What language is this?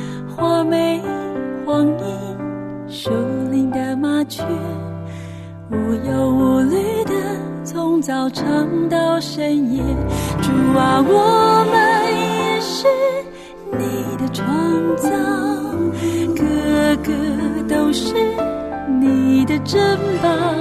Chinese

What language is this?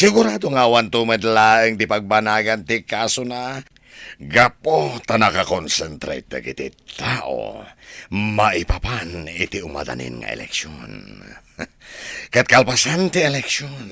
Iloko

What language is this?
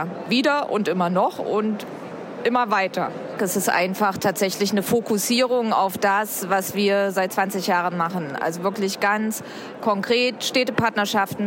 German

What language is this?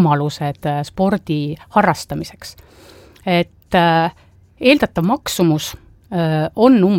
Estonian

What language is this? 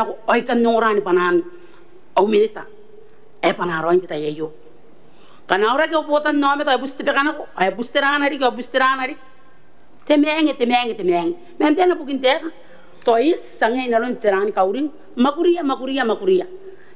Gilbertese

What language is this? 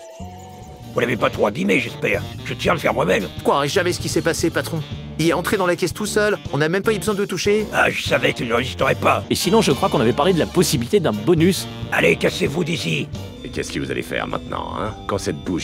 French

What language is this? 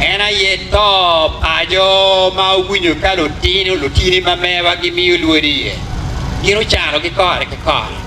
Acoli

